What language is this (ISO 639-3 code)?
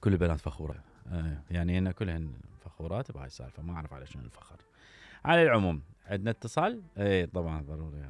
acm